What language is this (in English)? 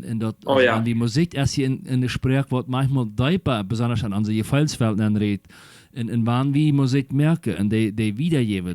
Plautdietsch